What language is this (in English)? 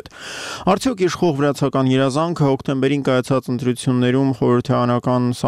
Armenian